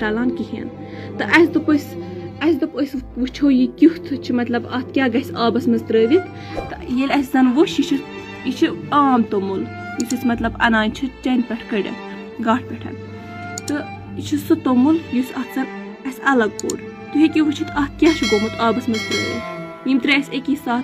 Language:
Kashmiri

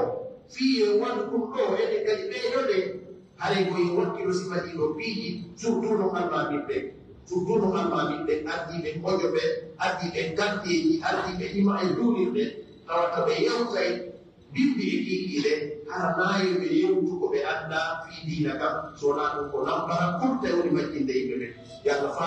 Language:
Pular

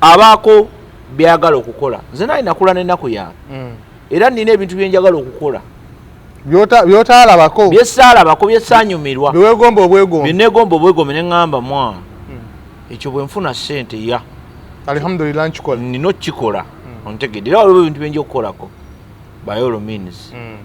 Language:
Ganda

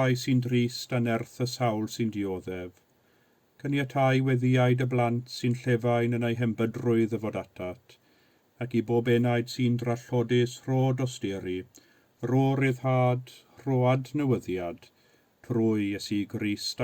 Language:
Welsh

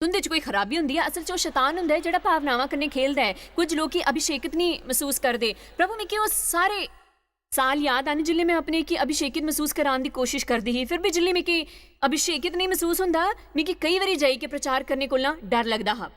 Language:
Dogri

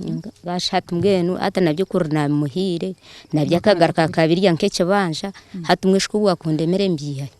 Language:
Nyankole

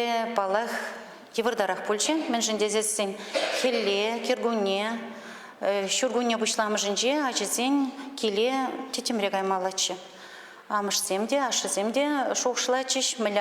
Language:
Chuvash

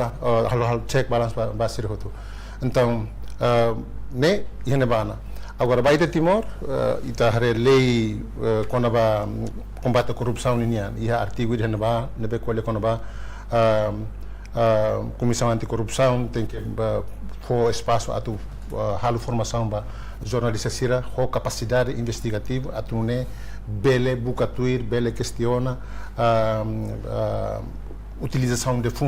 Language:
Tetum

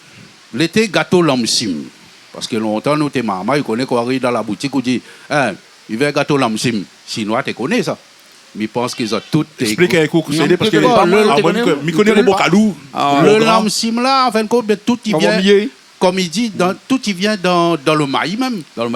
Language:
Réunion Creole French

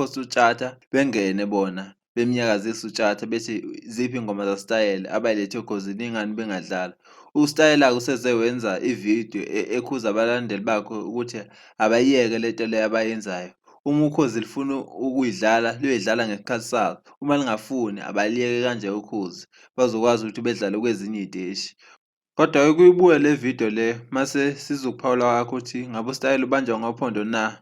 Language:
Zulu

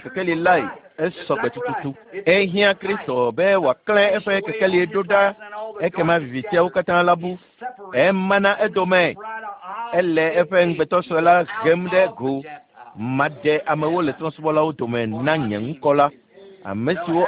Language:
Ewe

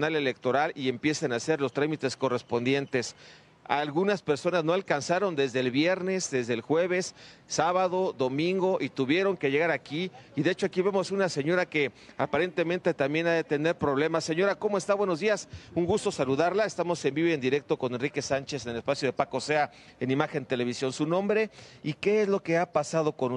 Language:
Spanish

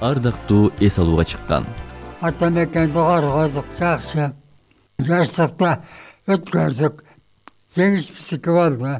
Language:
Kyrgyz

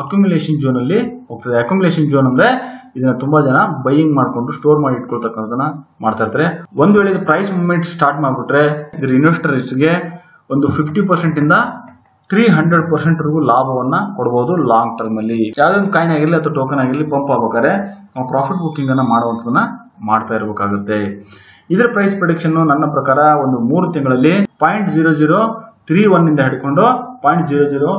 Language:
Kannada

